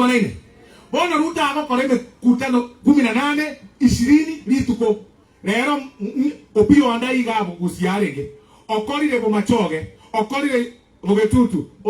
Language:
Gusii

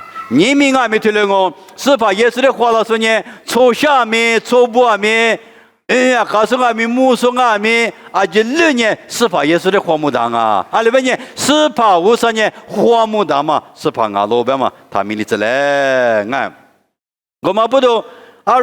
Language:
Lisu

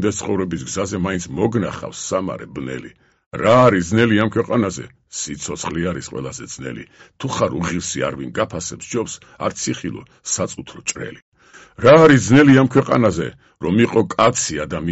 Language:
Georgian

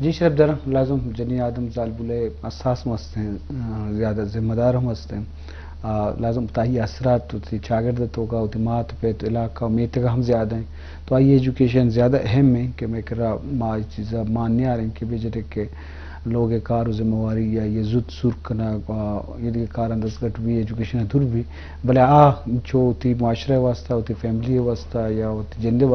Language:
Eastern Balochi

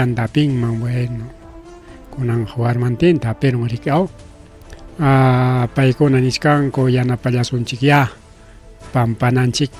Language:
Ayacucho Quechua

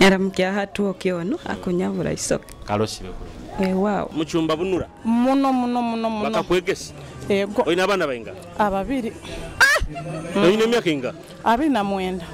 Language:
Nyoro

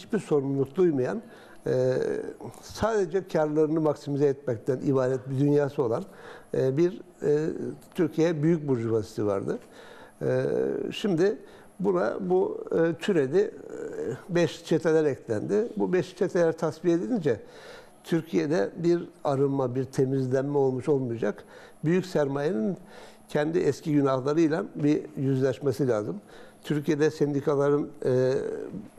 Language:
Turkish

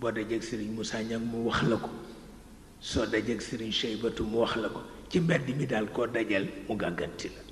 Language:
Wolof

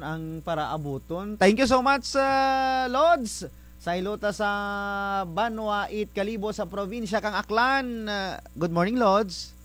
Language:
Kinaray-a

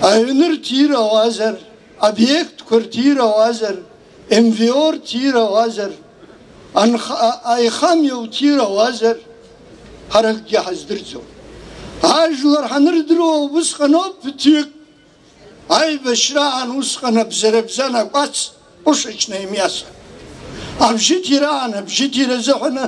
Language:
Abkhazian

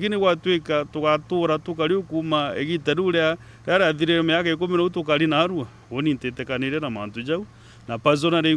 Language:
Meru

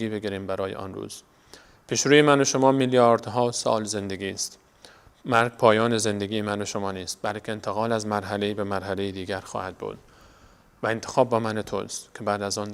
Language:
Persian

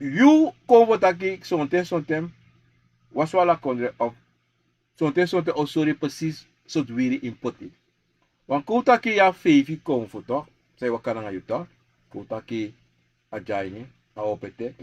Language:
Sranan Tongo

